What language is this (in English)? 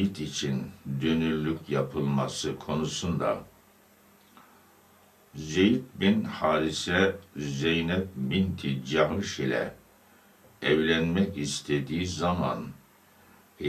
Turkish